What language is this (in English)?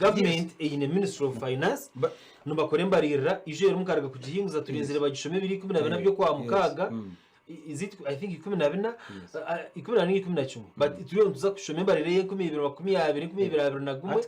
Nyankole